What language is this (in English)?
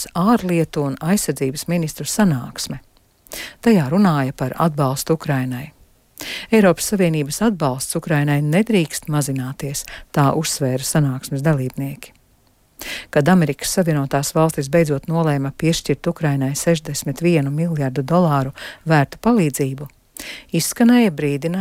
Latvian